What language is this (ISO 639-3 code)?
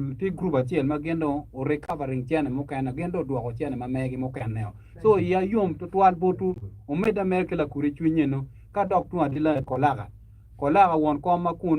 ach